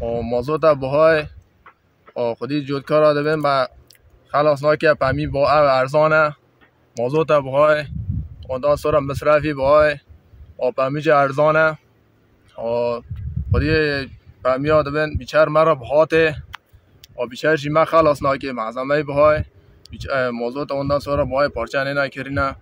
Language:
Kurdish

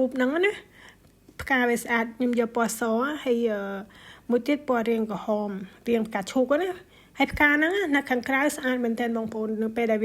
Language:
Khmer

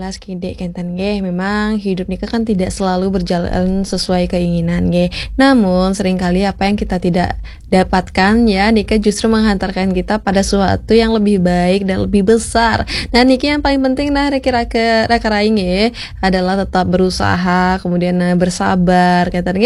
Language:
Balinese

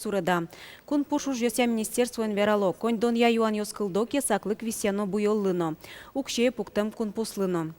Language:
Udmurt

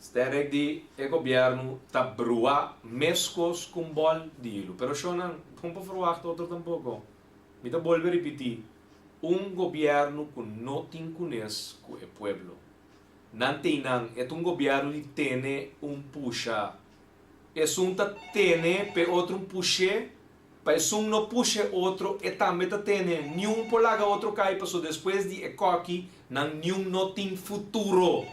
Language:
Papiamento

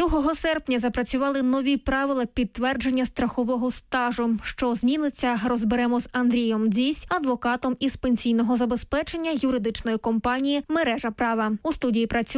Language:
Ukrainian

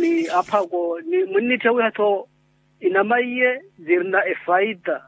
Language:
Makhuwa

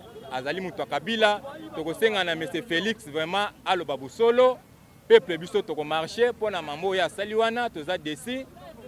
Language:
Lingala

